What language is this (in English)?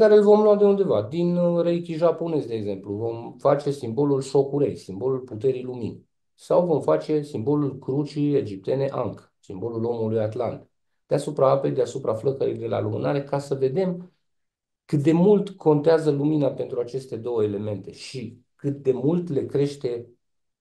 Romanian